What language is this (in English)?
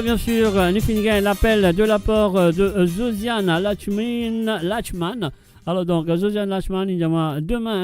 Morisyen